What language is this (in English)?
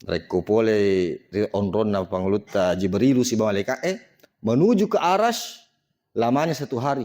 Buginese